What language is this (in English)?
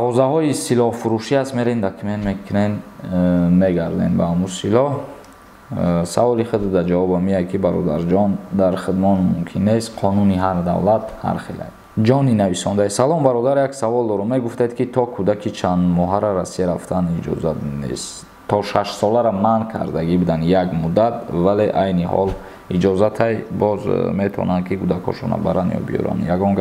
Tajik